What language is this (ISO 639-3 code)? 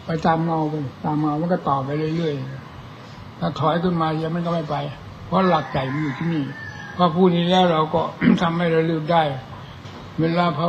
tha